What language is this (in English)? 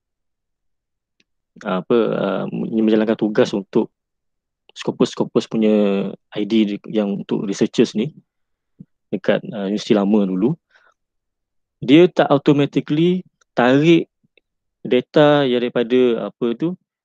Malay